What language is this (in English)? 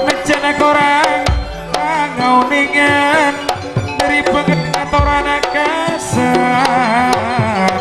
Madurese